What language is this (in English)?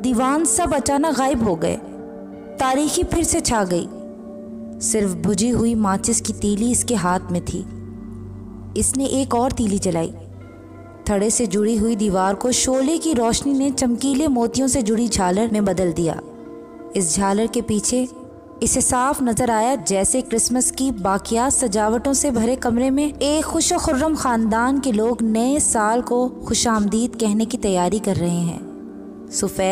Urdu